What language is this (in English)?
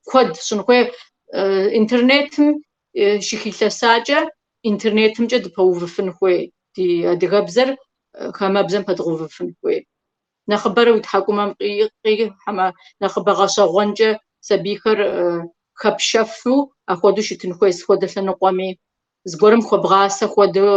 Kabardian